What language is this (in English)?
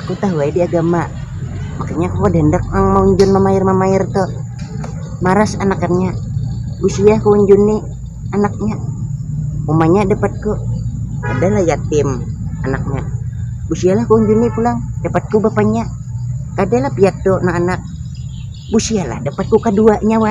Banjar